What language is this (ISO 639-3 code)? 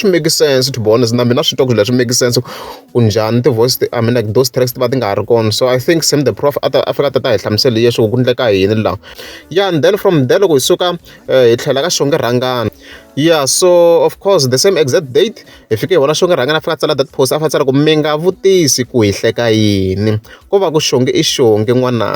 tso